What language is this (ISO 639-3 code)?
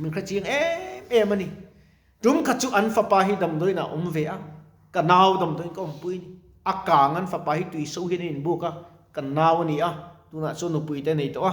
lus